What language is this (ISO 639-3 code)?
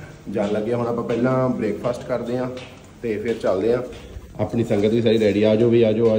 pan